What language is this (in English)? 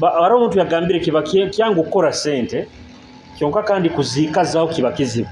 Nyoro